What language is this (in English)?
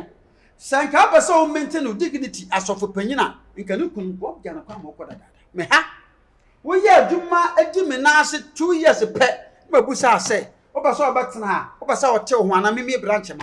Akan